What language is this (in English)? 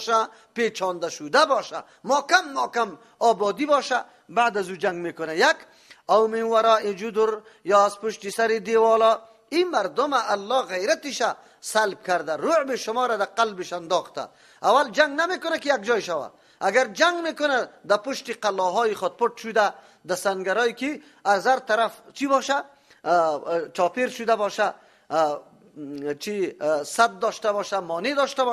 Persian